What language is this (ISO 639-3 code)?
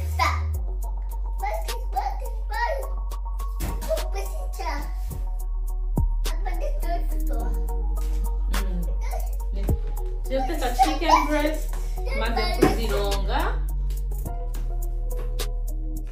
kin